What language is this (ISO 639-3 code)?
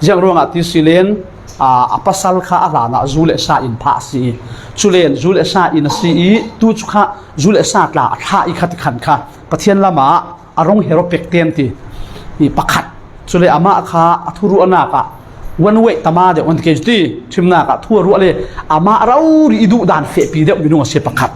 cfm